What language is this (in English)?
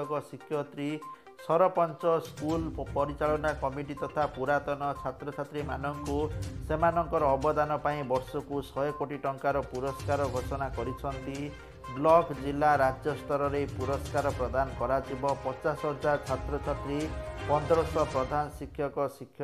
Odia